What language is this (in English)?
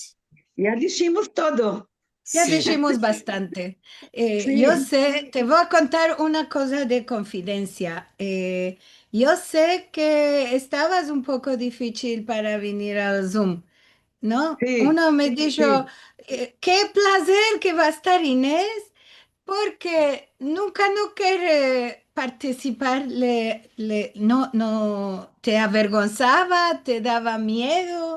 Ladino